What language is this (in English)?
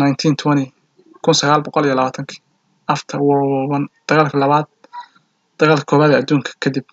Somali